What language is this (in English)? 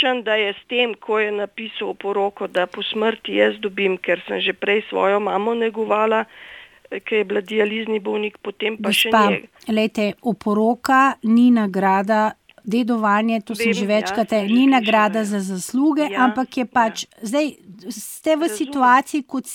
Slovenian